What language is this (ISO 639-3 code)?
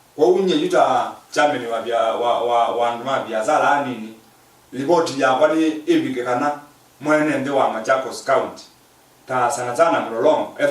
kam